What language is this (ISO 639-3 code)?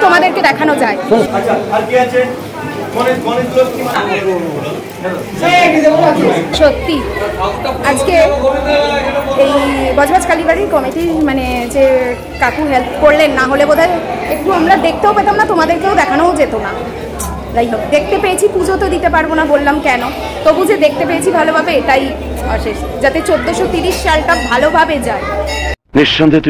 ben